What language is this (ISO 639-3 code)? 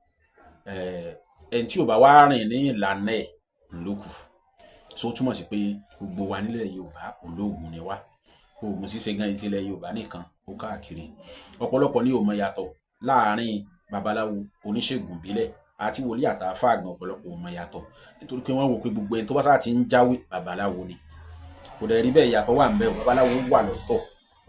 yor